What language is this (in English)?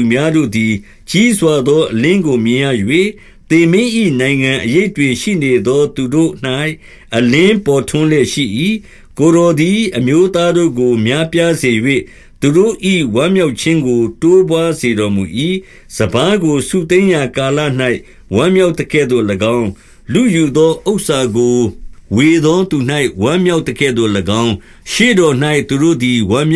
Burmese